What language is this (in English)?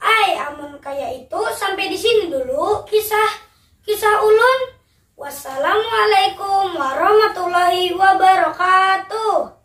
Banjar